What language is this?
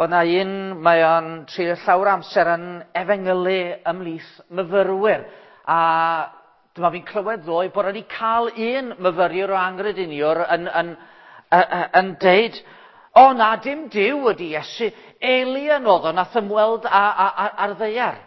Welsh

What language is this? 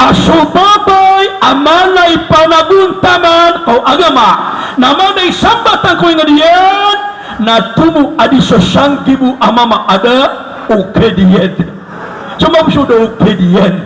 Maranao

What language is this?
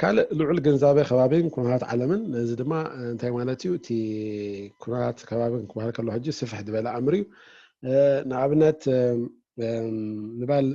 Tigrinya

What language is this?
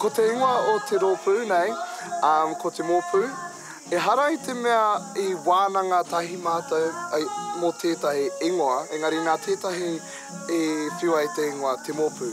Māori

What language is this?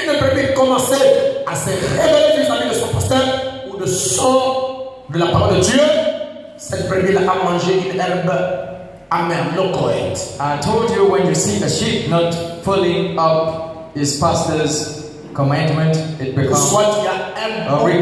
French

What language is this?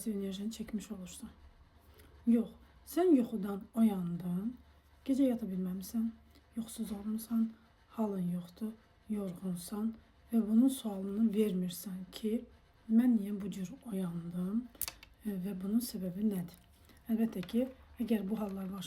Azerbaijani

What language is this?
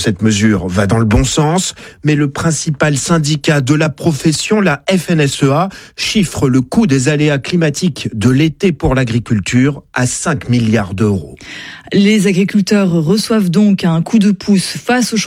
French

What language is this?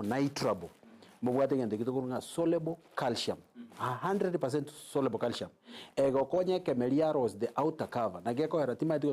Gusii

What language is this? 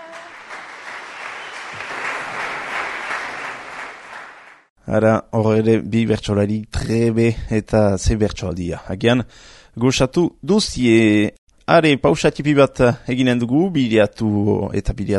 Basque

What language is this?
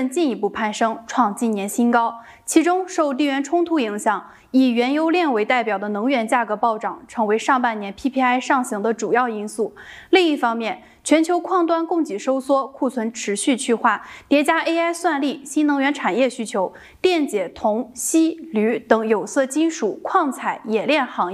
Chinese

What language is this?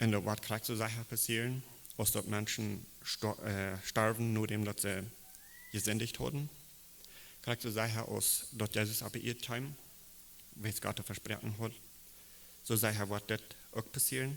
Plautdietsch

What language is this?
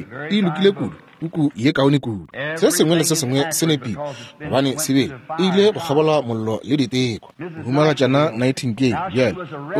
Northern Sotho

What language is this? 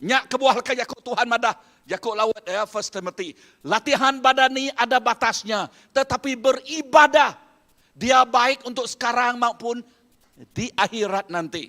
Iban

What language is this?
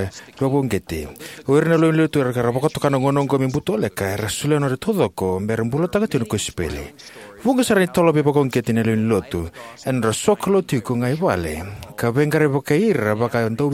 Fijian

